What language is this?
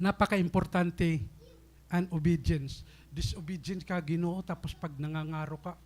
Waray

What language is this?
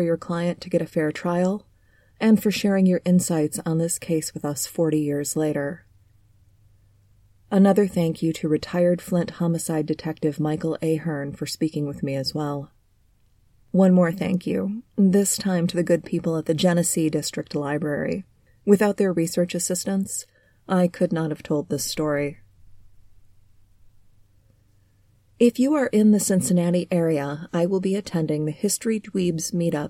English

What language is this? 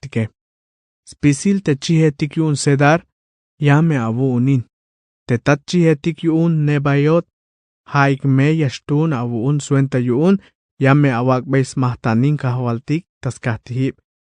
Tzeltal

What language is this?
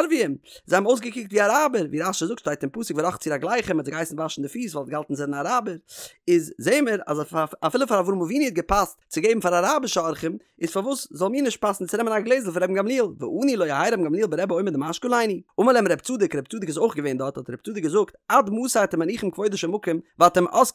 Yiddish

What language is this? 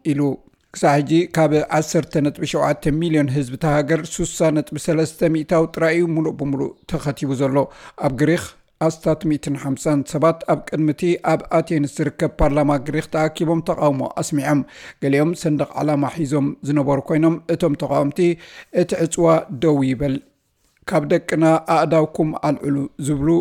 Tigrinya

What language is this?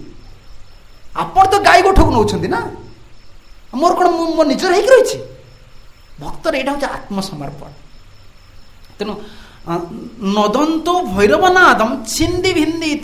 Odia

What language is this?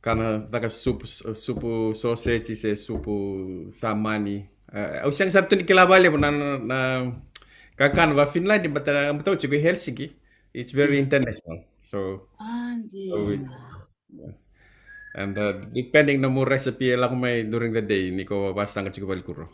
Fijian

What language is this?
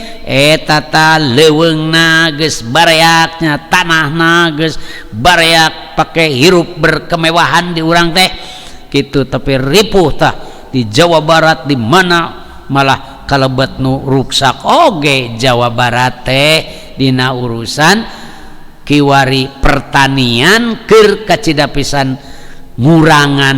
Sundanese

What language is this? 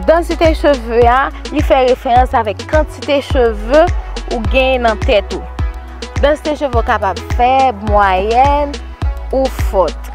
Haitian Creole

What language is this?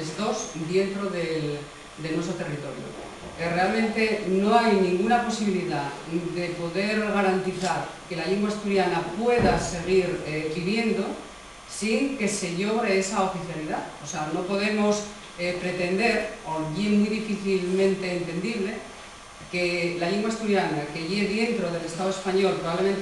Asturian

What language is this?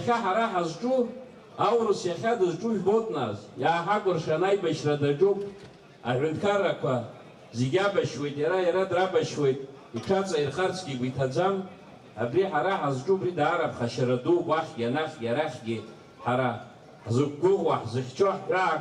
Abkhazian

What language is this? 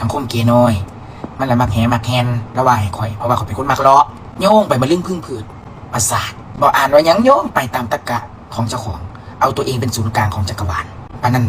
Northeastern Thai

